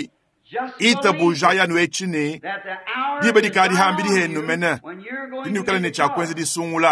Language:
Luba-Lulua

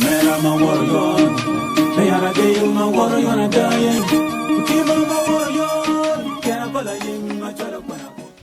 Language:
Acoli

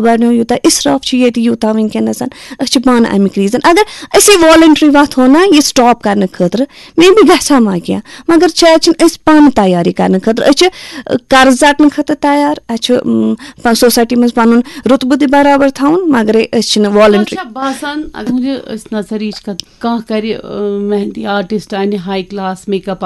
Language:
Kashmiri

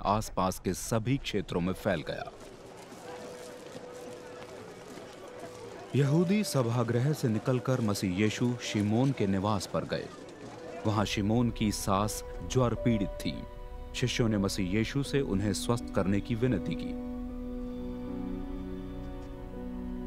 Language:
Hindi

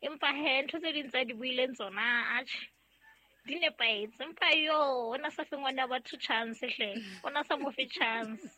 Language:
Southern Sotho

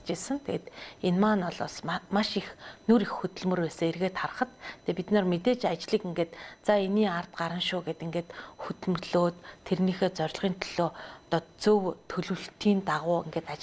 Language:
Mongolian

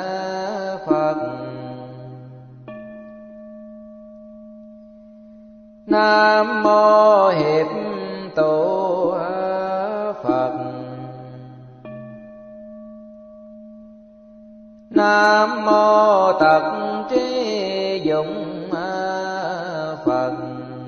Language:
Vietnamese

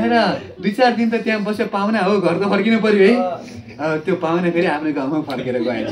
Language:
Nepali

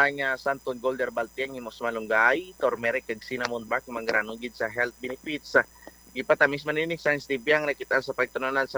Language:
Hiligaynon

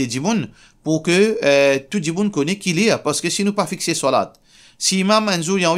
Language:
Morisyen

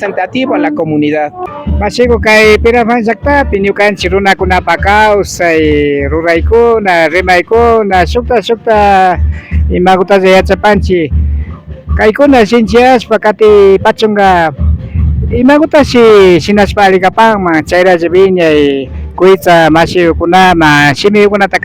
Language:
Imbabura Highland Quichua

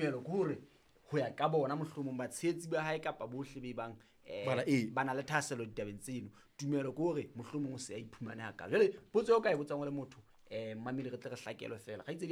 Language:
Southern Sotho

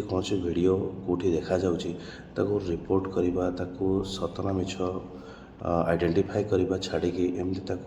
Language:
Odia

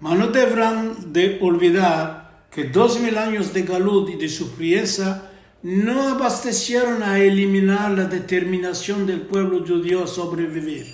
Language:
Ladino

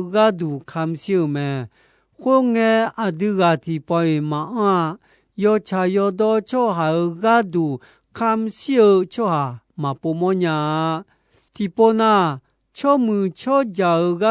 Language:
Akha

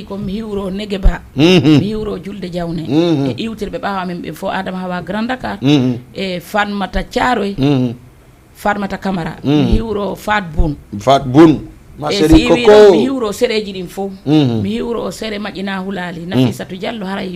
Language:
Fula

